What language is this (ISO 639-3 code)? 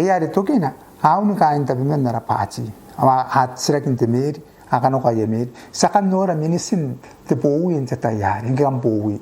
gil